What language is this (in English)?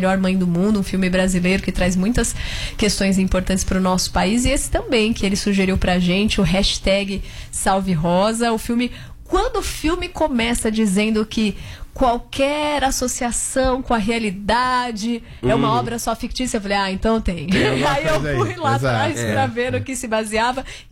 Portuguese